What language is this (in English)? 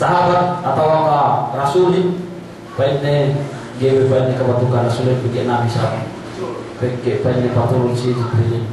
Yakan